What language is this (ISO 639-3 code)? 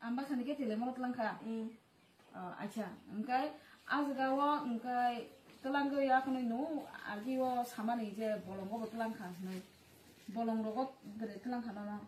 trp